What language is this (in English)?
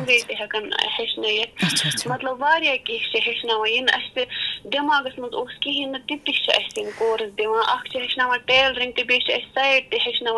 Kashmiri